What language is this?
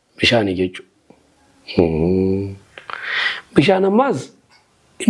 Oromo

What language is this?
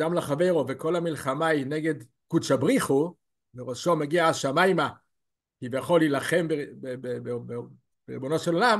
Hebrew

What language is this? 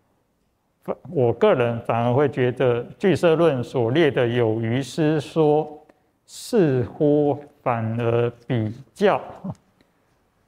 Chinese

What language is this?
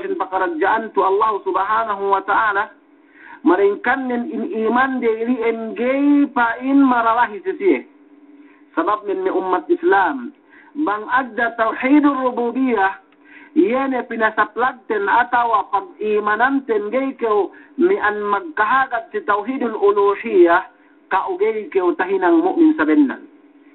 Yakan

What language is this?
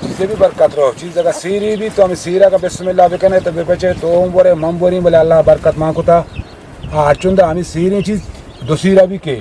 Eastern Balochi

